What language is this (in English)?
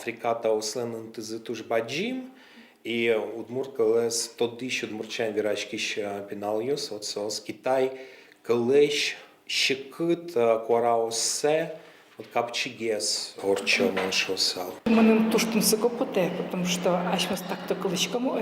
Udmurt